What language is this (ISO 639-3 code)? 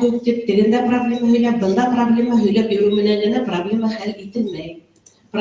bak